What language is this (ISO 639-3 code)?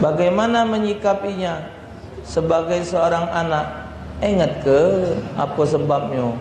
mui